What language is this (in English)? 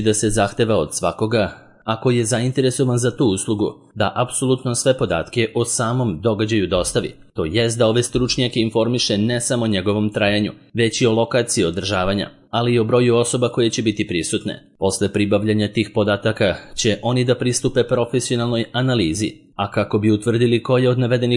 Serbian